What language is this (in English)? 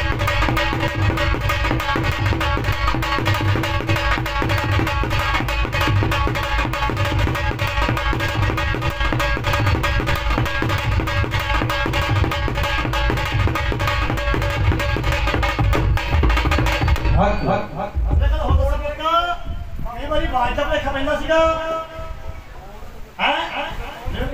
Punjabi